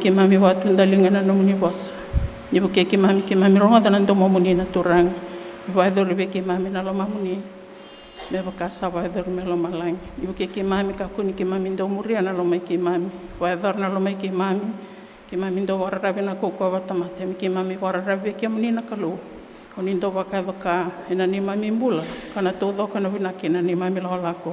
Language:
Fijian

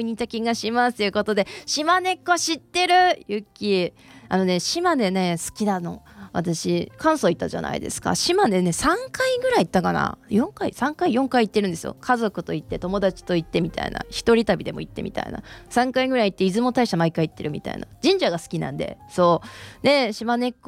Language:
Japanese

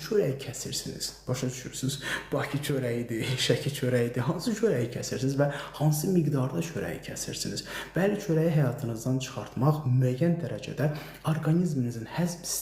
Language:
Azerbaijani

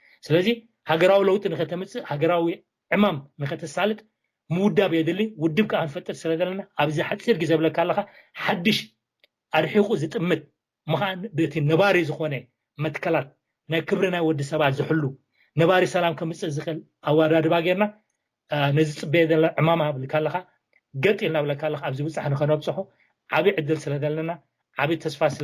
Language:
Tigrinya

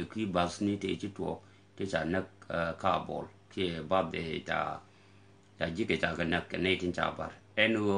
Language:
Nuer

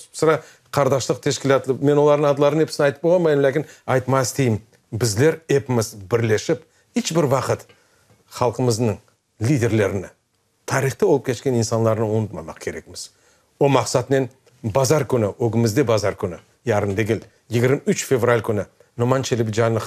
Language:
Crimean Tatar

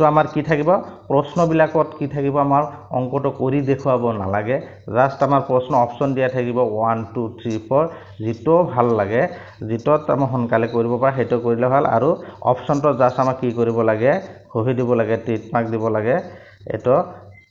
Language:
Assamese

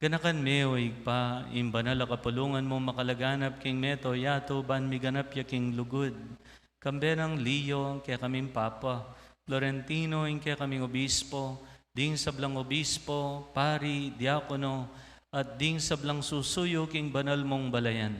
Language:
Pampanga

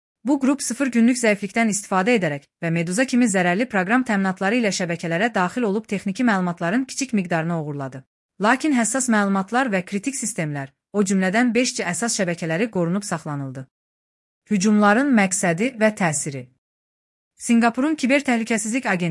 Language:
Azerbaijani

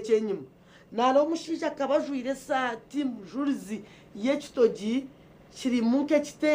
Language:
Nyankole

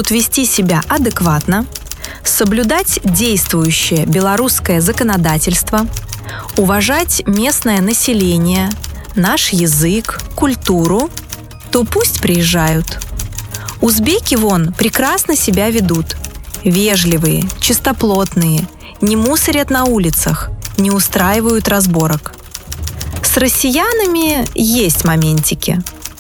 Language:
Russian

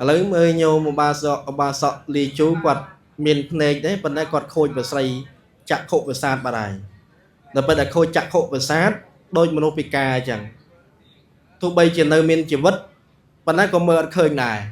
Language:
Khmer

